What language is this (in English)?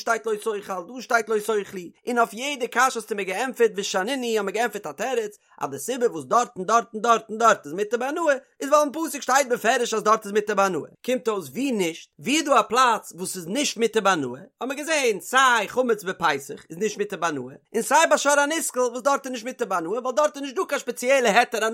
Yiddish